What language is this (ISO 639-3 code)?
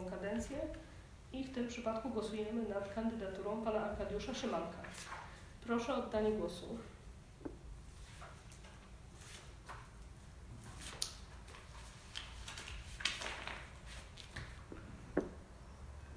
pol